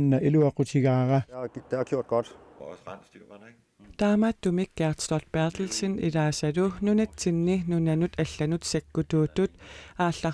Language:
Kalaallisut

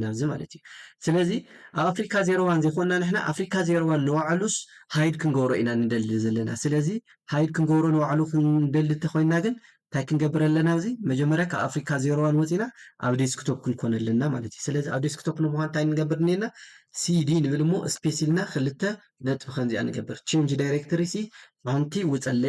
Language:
Tigrinya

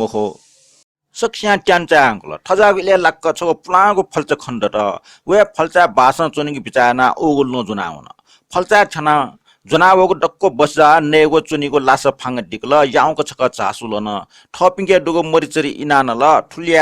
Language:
Newari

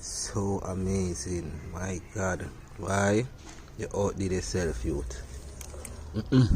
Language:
Jamaican Creole English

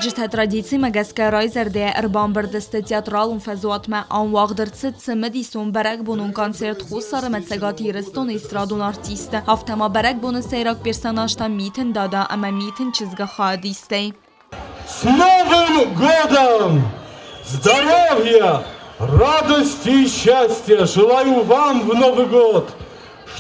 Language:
Ossetic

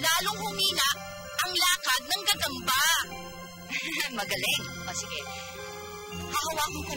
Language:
Filipino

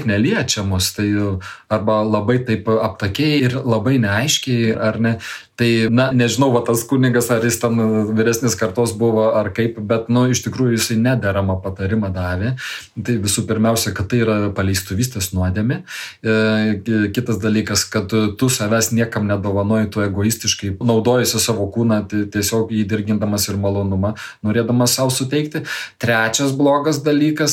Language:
Lithuanian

